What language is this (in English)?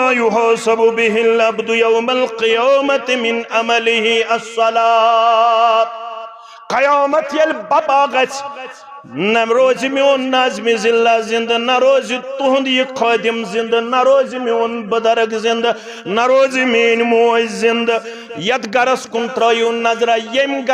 Kashmiri